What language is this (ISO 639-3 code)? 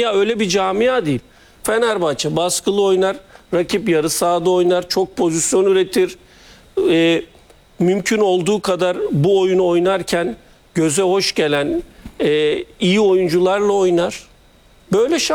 tur